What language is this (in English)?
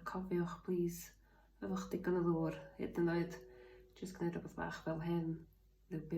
Welsh